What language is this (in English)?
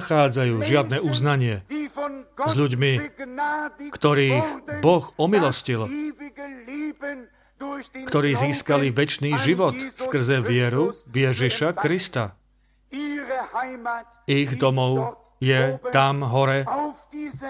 Slovak